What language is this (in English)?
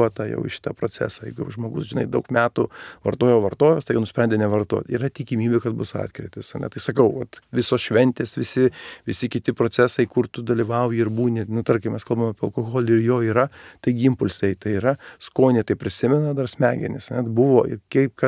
Lithuanian